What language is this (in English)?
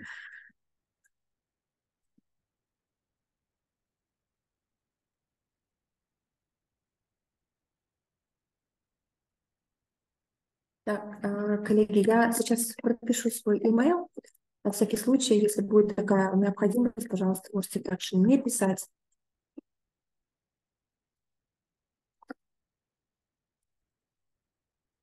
Russian